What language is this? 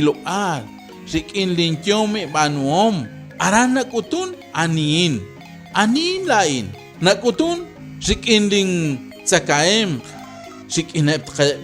Kekchí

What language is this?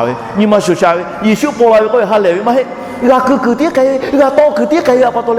Lahu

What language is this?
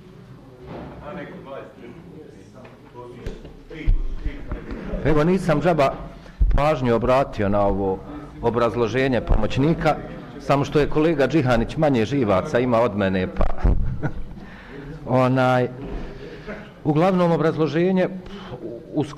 Bosnian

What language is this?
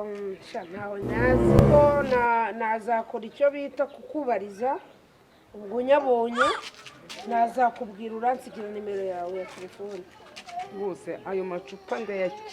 Kinyarwanda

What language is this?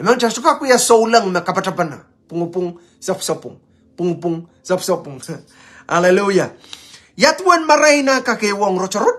Pohnpeian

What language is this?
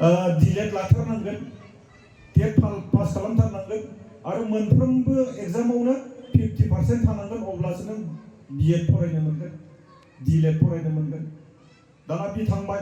Bodo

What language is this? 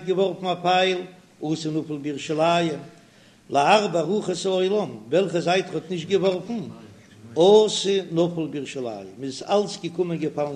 Yiddish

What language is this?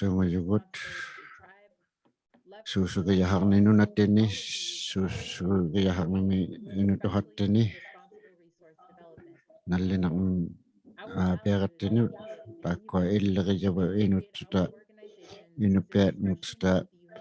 Inuktitut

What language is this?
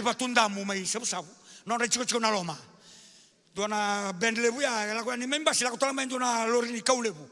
Fijian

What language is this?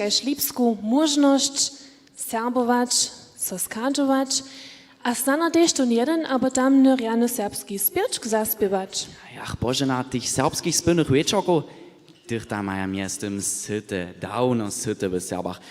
Upper Sorbian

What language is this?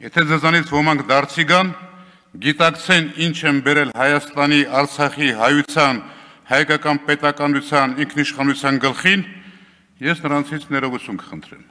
Armenian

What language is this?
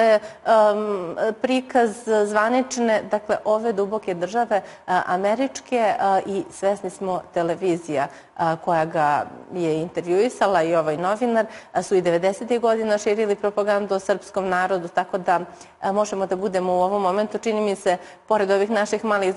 Serbian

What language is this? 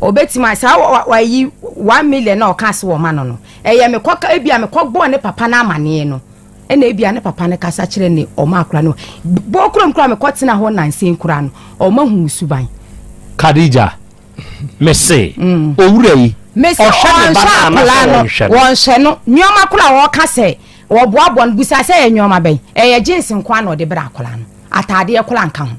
Akan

